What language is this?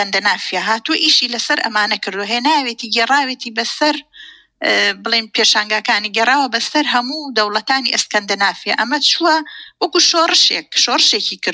Central Kurdish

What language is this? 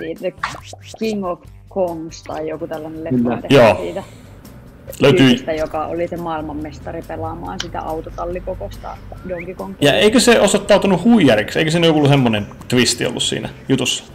Finnish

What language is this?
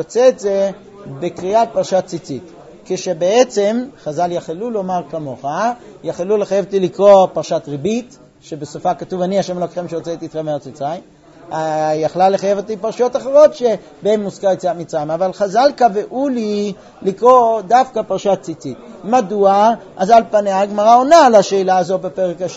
Hebrew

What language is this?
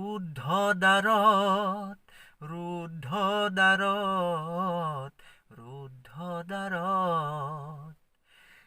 Assamese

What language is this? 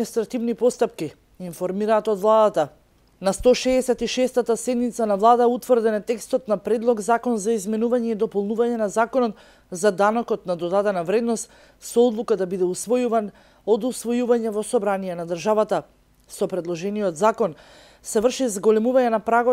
Macedonian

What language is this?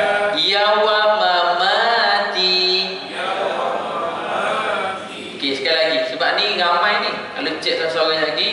Malay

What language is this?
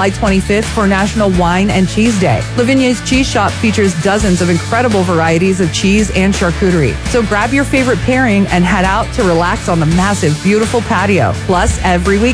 English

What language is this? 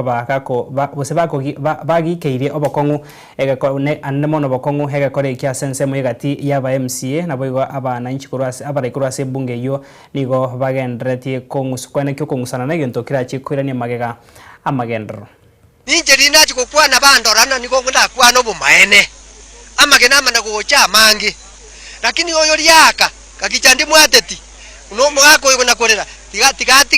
Gusii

